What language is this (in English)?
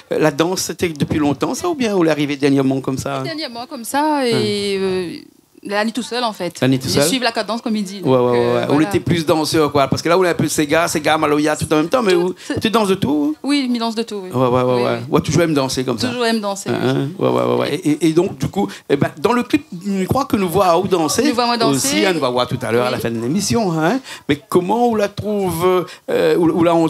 Réunion Creole French